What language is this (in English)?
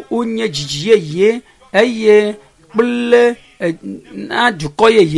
Ewe